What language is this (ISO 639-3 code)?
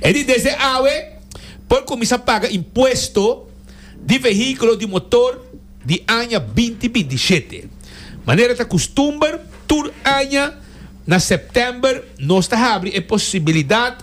pap